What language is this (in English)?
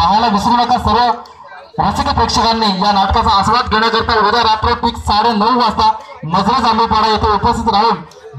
Marathi